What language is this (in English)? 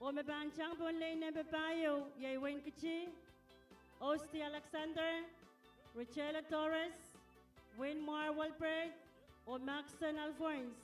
Pohnpeian